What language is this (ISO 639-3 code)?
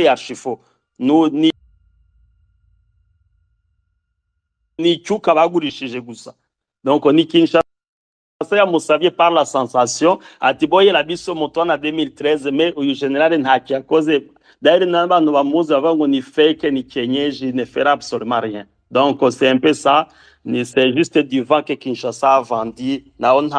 kin